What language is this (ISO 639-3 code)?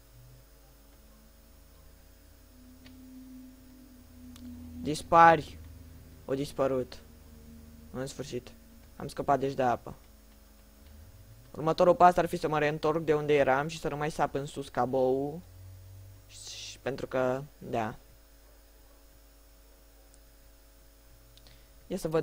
ron